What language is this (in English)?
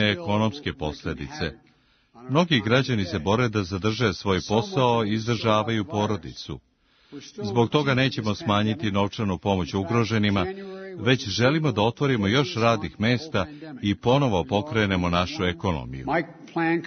Serbian